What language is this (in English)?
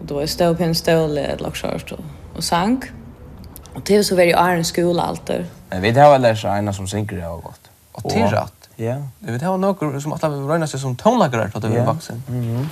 Faroese